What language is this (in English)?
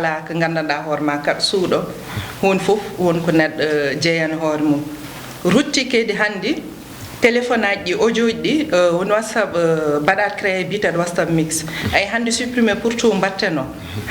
Fula